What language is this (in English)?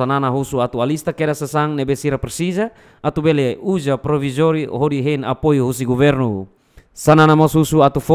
Tetum